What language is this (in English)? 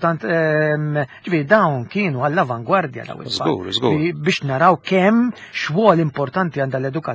Maltese